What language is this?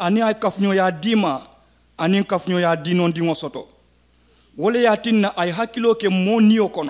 Mandingo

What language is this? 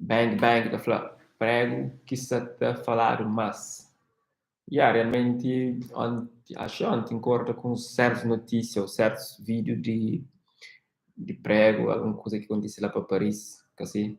Kabuverdianu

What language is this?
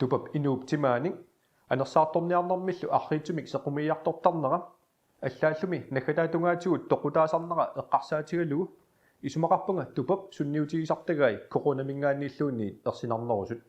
Kalaallisut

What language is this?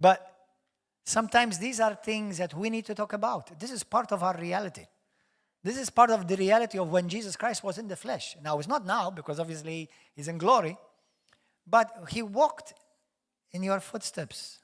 English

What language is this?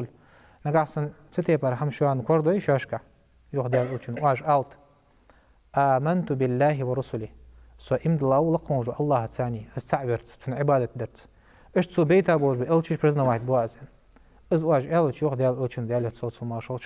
Ingush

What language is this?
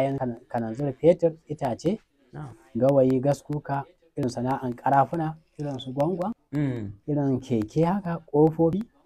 Hausa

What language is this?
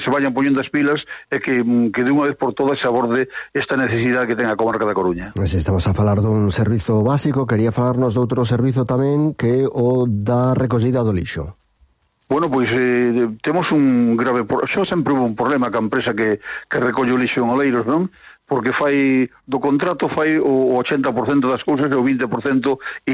Galician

